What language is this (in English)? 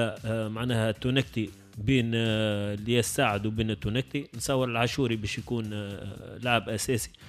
Tunisian Arabic